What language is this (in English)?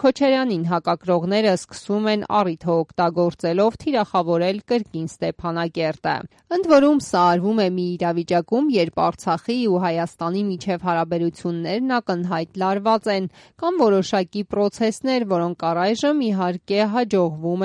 Armenian